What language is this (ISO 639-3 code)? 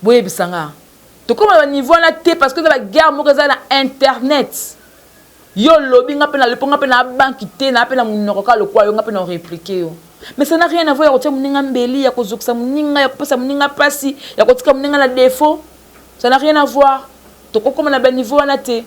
lin